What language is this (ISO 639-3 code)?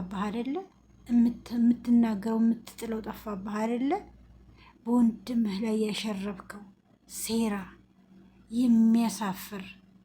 amh